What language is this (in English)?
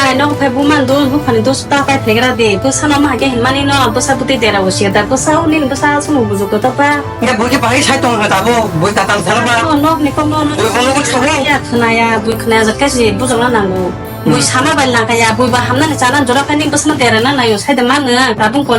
Kok Borok